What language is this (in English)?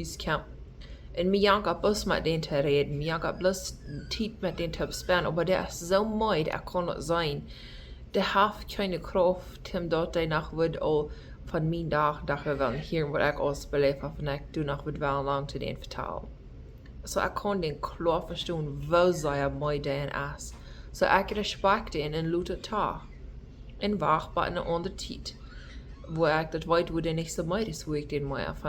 Plautdietsch